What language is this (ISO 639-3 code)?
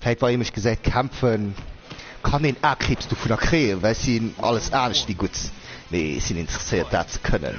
ltz